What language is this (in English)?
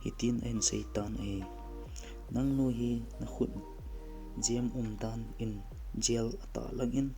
Thado Chin